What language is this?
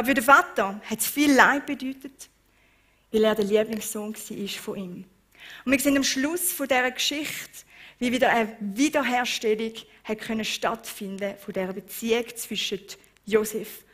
Swiss German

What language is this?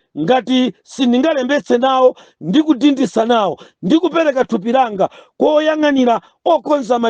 Nyanja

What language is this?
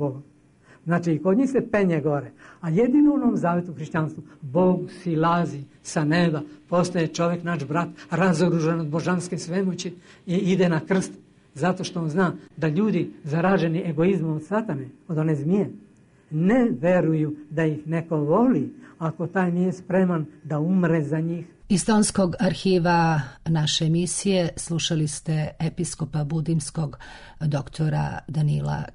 Serbian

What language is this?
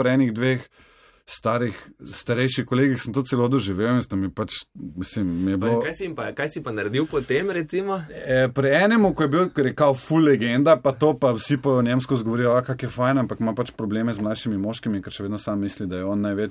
Slovenian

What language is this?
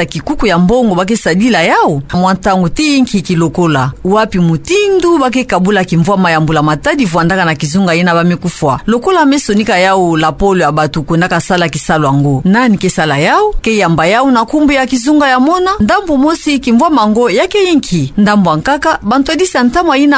Kituba (Democratic Republic of Congo)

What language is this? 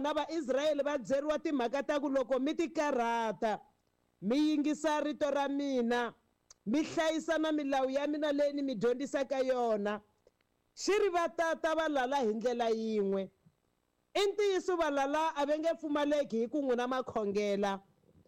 Tsonga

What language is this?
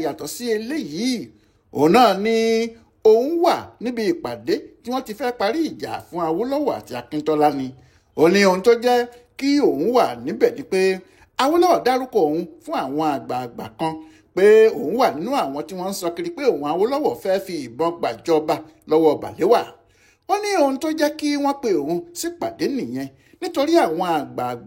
Yoruba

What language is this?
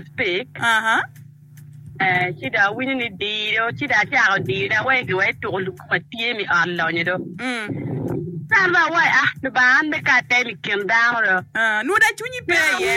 Acoli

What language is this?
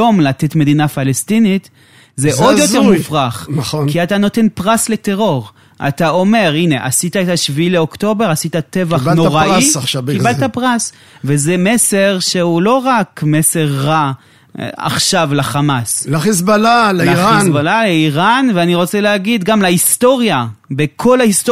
Hebrew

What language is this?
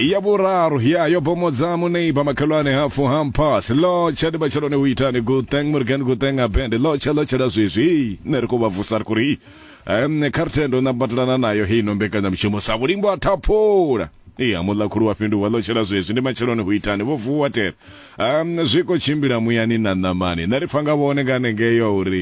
Venda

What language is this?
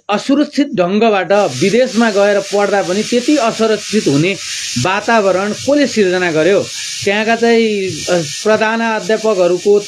Nepali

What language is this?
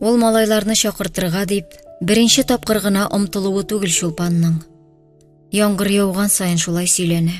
Tatar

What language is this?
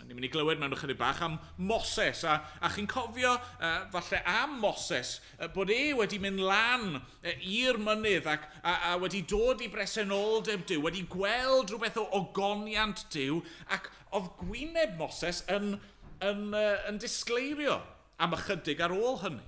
Welsh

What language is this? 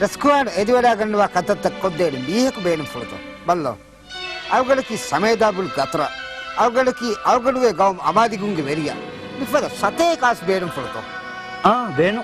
Divehi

